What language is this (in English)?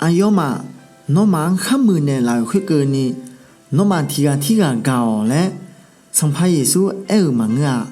Akha